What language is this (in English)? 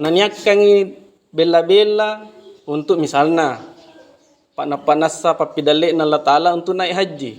Makasar